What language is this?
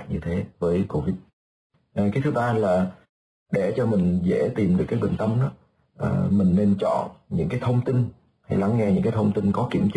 Vietnamese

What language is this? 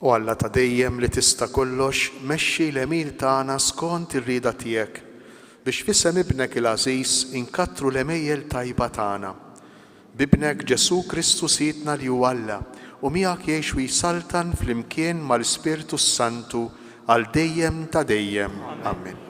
Maltese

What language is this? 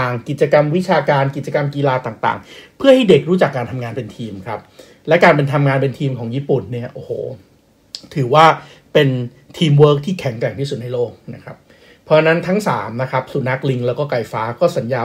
Thai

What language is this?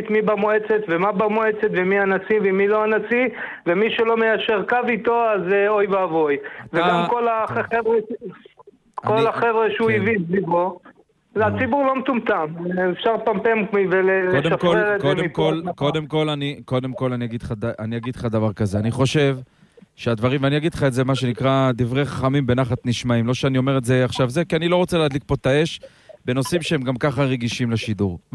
Hebrew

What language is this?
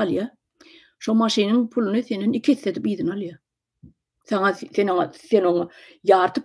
Turkmen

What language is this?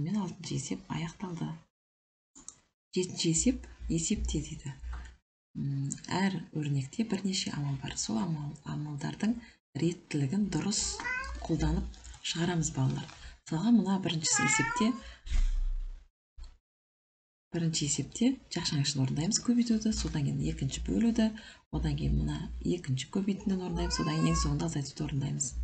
Kazakh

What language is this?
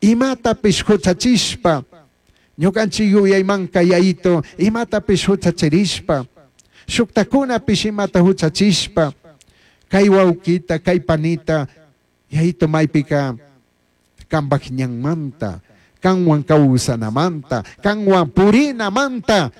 Chimborazo Highland Quichua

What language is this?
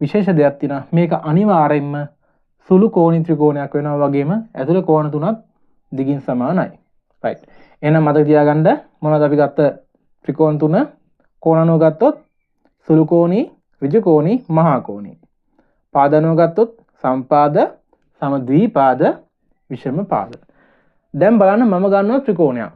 Sinhala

